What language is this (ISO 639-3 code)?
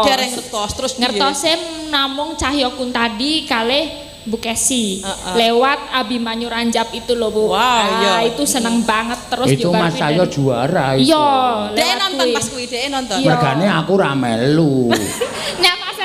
jav